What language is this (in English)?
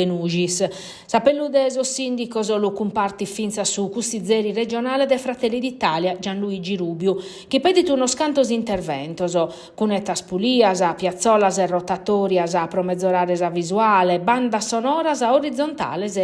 Sardinian